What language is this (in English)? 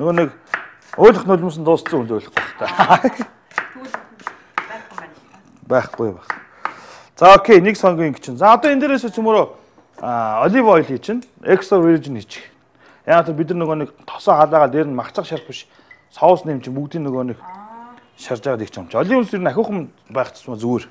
Mongolian